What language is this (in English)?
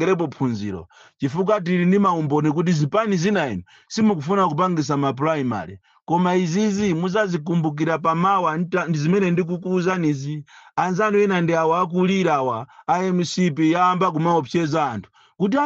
Nyanja